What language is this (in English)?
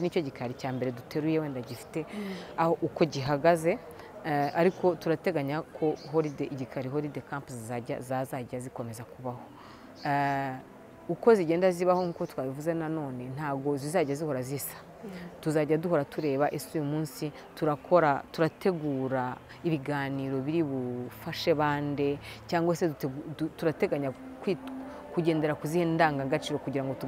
Kinyarwanda